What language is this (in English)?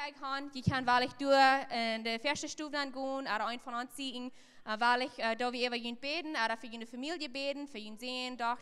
Plautdietsch